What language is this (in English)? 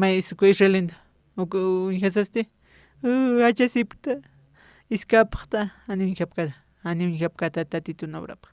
Aymara